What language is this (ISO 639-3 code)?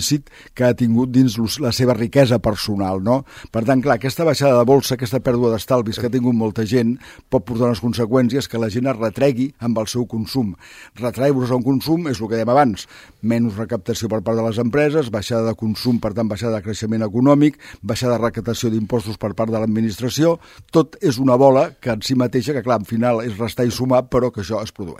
cat